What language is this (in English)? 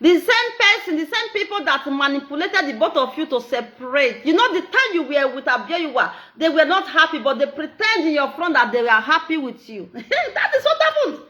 Nigerian Pidgin